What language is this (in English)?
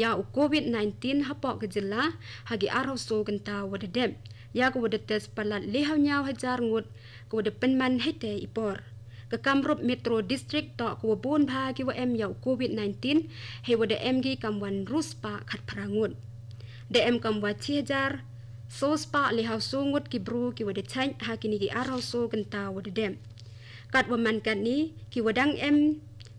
Khasi